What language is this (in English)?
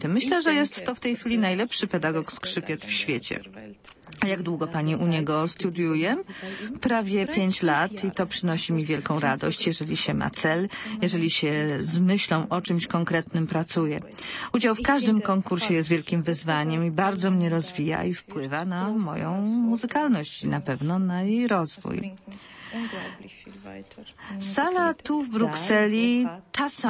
Polish